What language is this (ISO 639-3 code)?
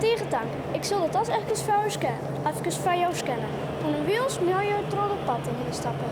fry